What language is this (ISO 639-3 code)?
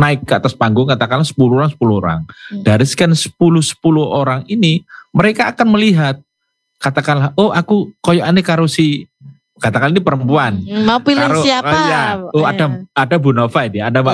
ind